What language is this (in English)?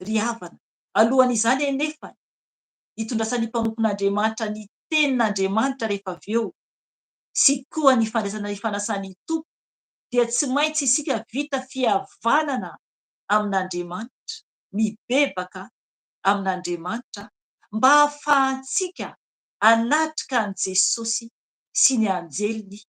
Malagasy